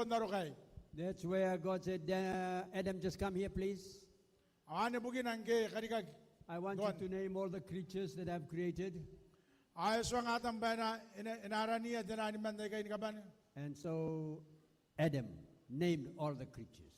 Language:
Gilbertese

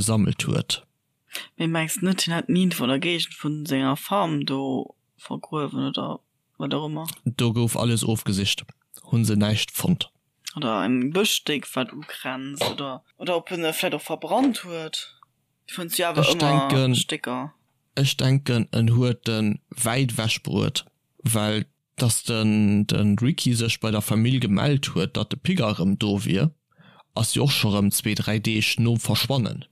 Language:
Luxembourgish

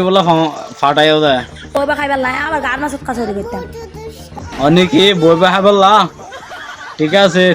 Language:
Rohingya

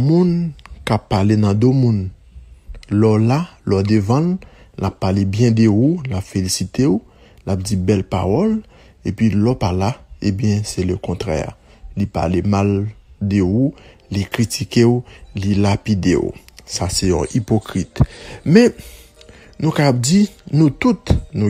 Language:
Haitian Creole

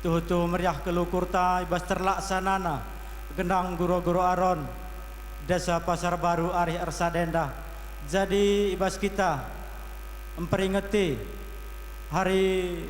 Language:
Batak Karo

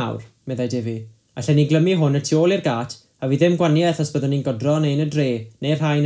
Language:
Welsh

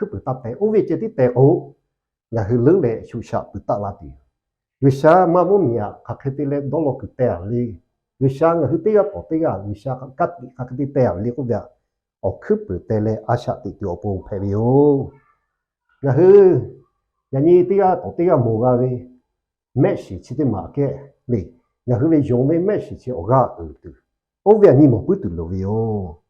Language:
Lahu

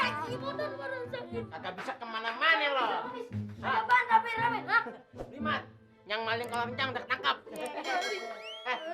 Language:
Betawi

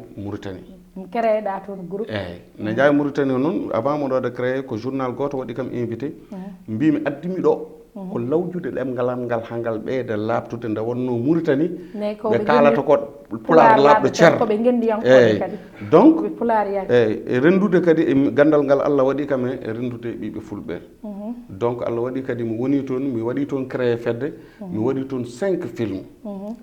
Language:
Fula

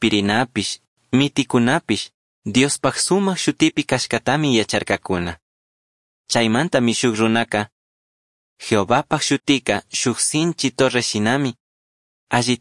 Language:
Chimborazo Highland Quichua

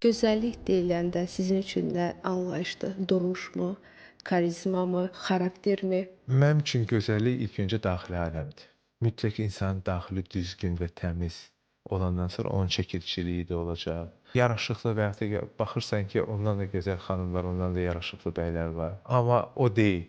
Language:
Azerbaijani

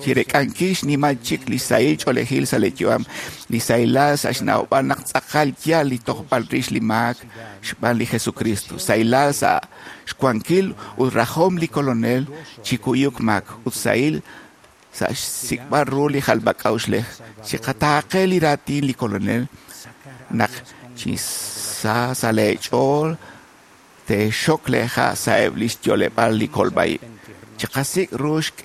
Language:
Kekchí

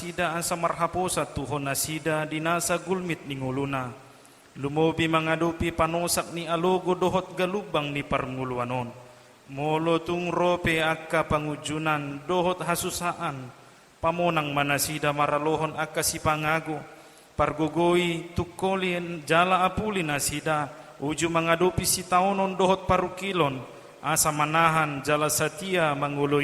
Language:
Batak Toba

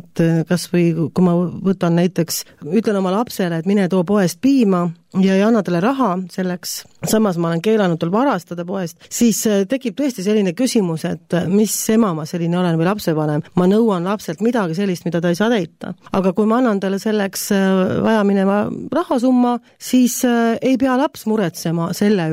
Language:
Estonian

